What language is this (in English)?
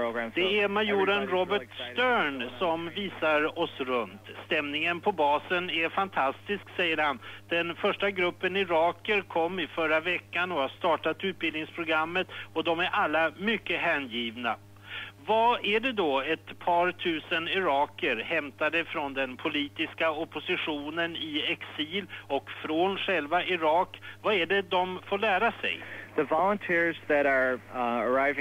Swedish